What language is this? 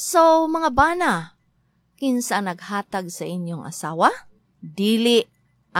Cebuano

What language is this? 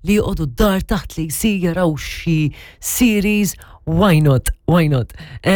Maltese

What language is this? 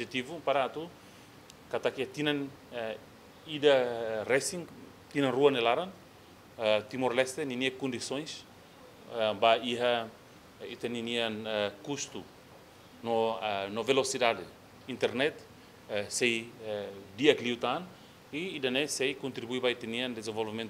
Tetum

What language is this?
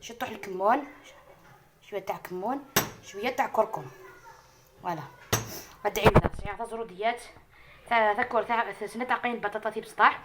Algerian Arabic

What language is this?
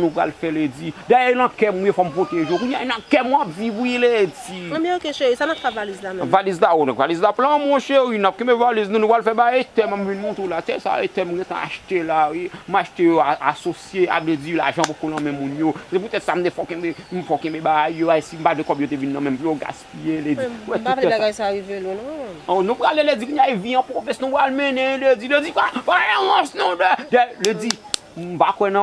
Haitian Creole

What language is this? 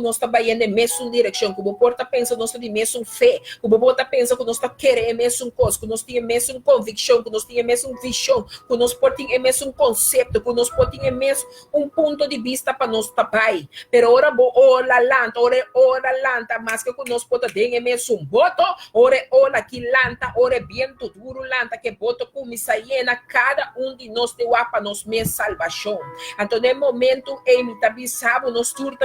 Papiamento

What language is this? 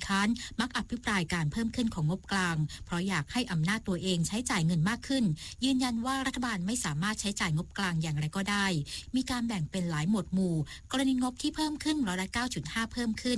Thai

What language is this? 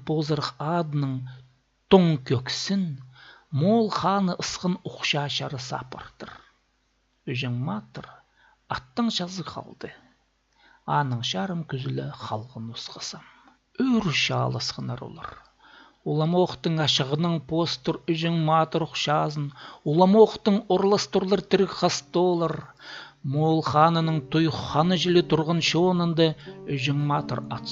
Khakas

